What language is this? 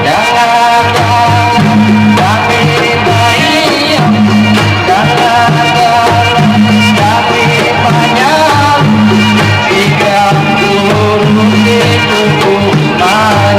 Banjar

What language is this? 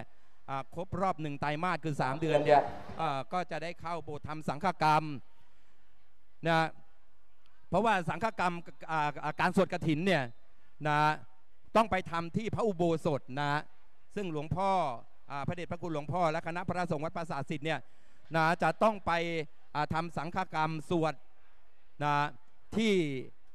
Thai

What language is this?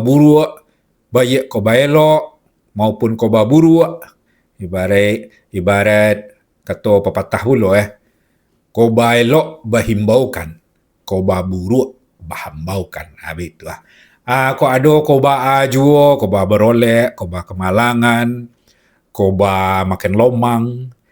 Minangkabau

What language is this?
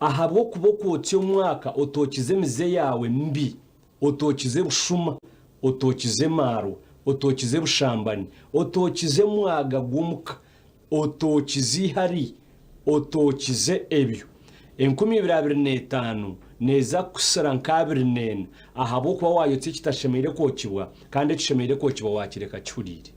Nyankole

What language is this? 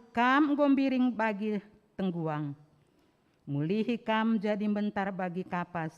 Batak Karo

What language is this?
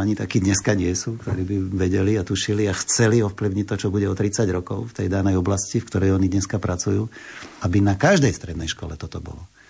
Slovak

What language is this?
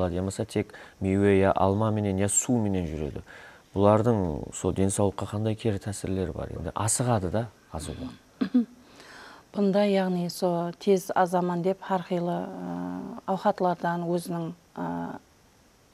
Kara-Kalpak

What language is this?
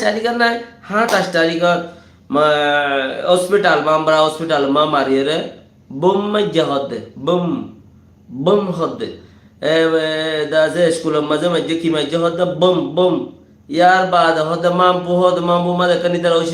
Rohingya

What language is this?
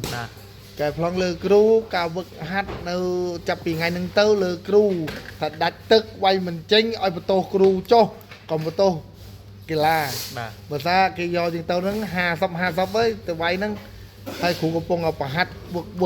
Khmer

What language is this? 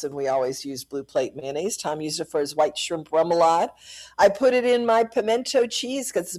English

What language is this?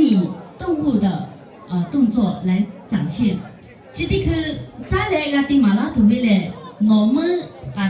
Lahu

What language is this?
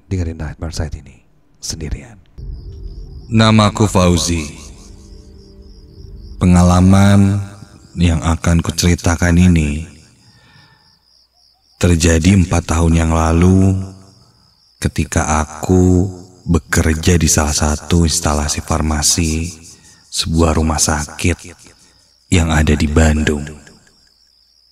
Indonesian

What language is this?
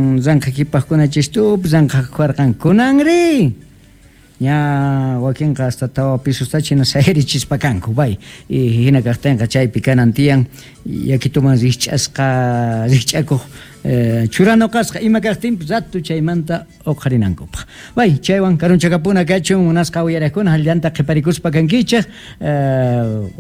Quechua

